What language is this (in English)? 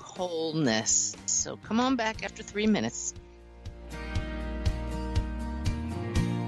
English